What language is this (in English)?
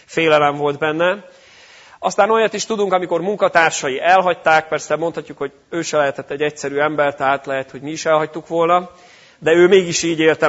Hungarian